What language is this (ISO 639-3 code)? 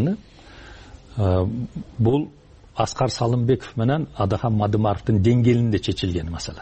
kir